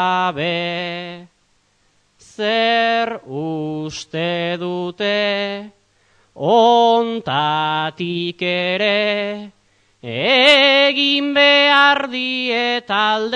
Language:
Basque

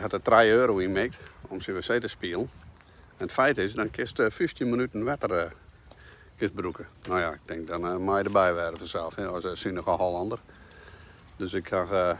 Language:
Western Frisian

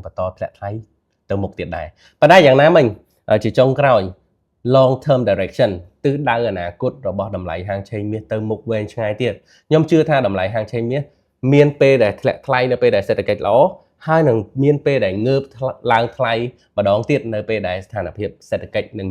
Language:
Khmer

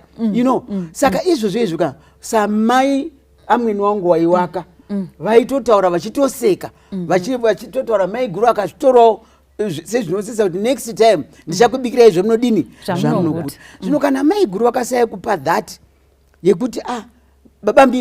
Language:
Shona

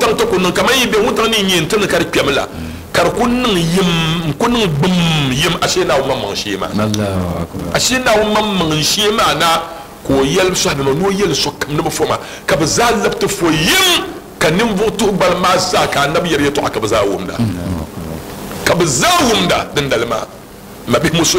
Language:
Dagbani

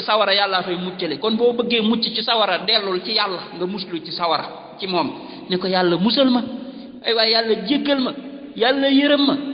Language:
Wolof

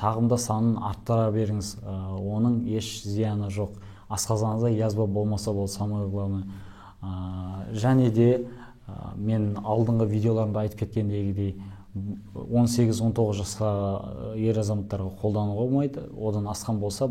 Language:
Kazakh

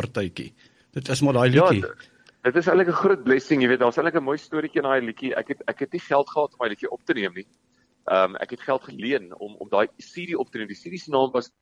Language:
Afrikaans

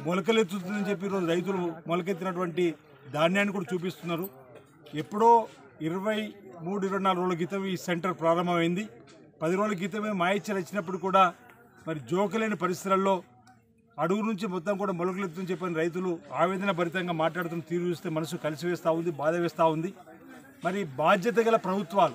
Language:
Telugu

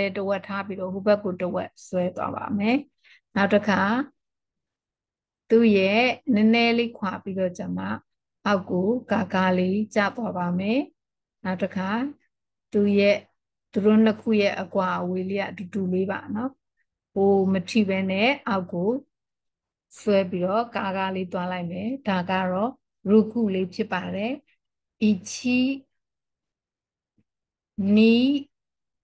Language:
Burmese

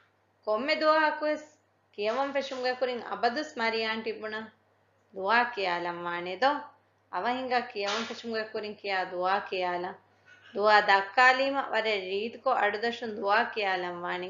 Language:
Divehi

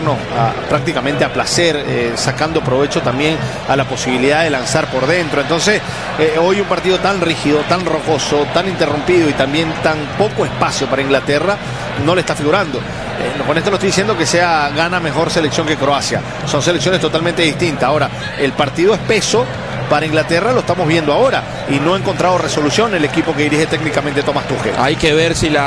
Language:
Spanish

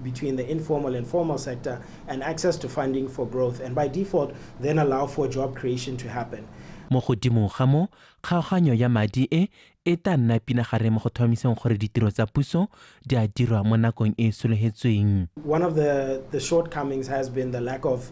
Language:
Tswana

